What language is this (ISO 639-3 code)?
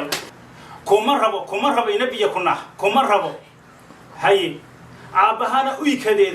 som